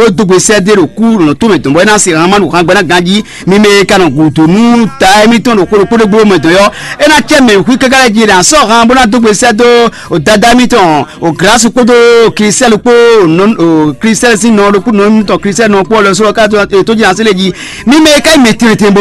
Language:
Fon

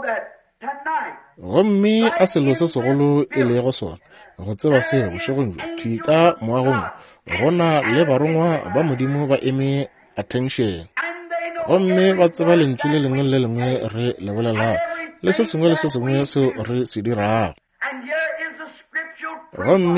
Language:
Northern Sotho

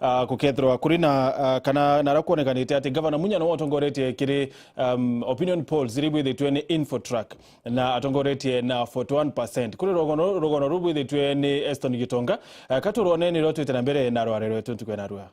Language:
Meru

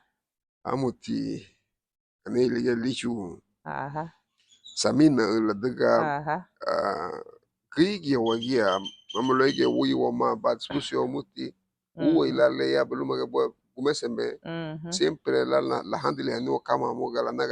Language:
Garifuna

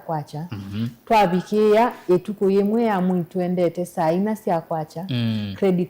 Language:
Kamba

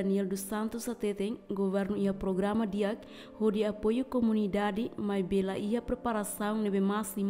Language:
Tetum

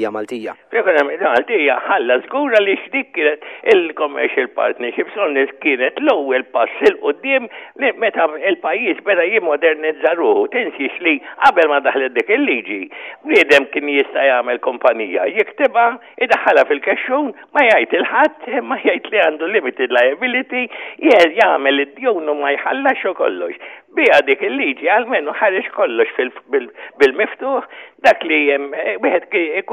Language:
Maltese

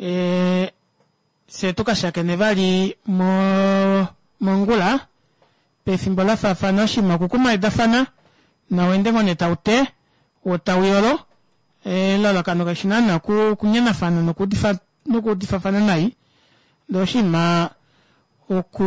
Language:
Kuanyama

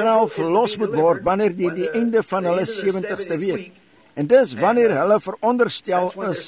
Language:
Afrikaans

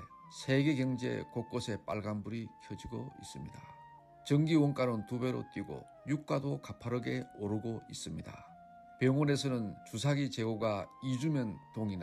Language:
Korean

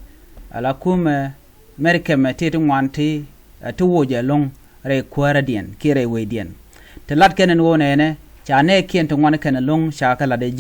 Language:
Nuer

